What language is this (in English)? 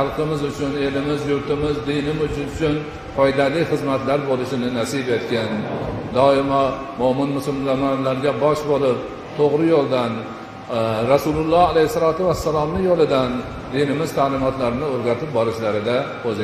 Uzbek